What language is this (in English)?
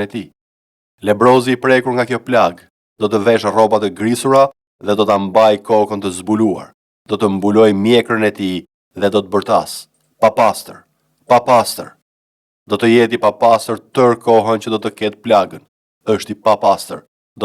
Albanian